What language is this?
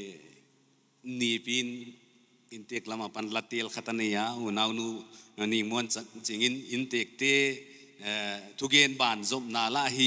Paite Chin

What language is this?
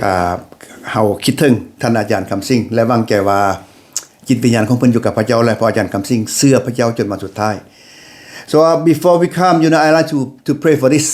Lao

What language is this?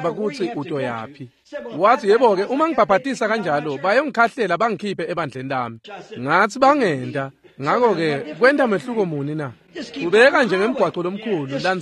Swati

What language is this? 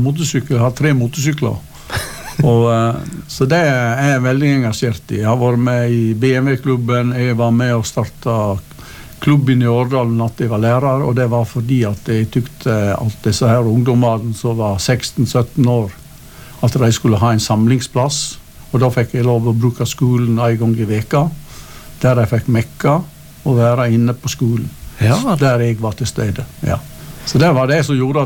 Norwegian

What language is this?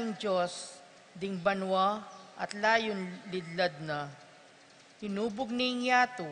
Pampanga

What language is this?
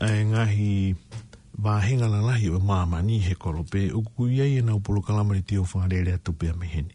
Tongan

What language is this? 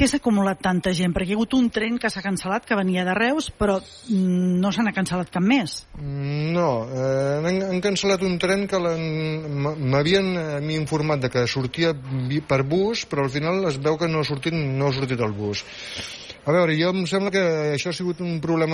Catalan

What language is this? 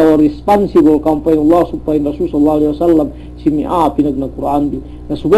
Yakan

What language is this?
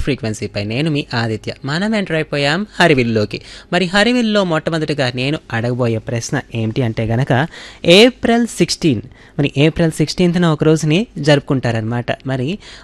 Telugu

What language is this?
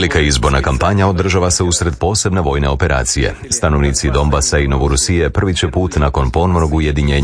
Croatian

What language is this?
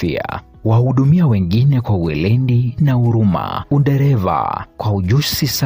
Meru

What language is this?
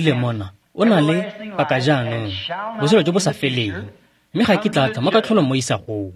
Tswana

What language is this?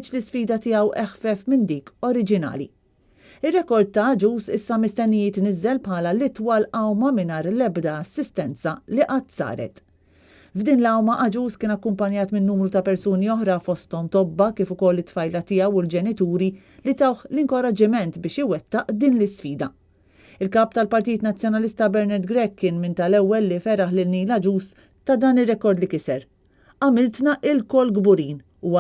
Maltese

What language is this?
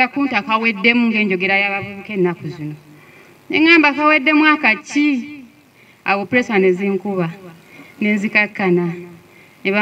Ganda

